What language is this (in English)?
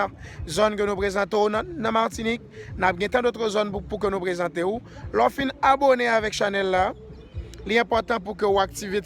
Haitian Creole